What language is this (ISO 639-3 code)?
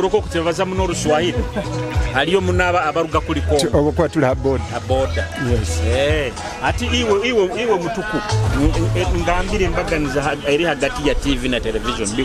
nyo